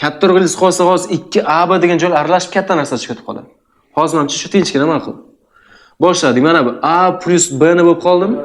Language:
Uzbek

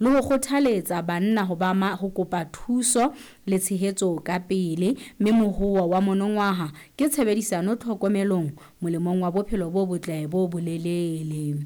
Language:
Southern Sotho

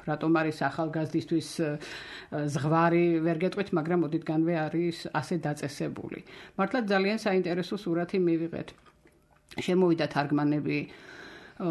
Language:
Georgian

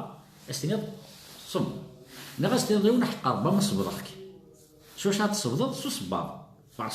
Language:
Kabyle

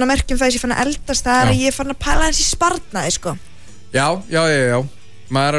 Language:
Icelandic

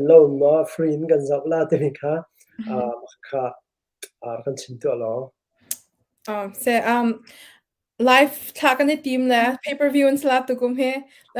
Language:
Hakha Chin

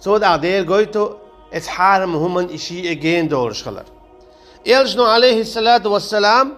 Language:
Chechen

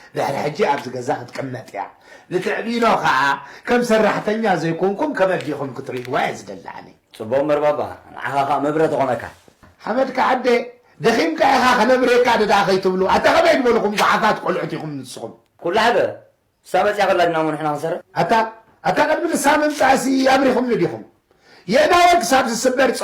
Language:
Tigrinya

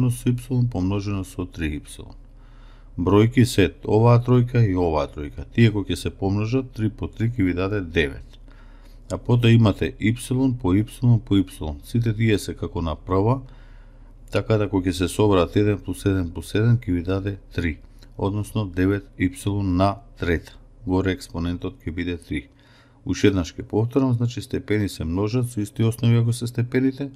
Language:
Macedonian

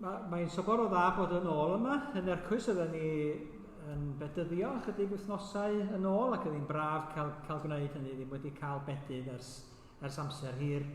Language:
Welsh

